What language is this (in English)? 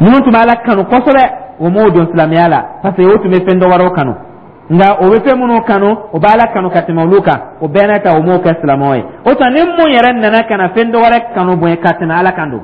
Dyula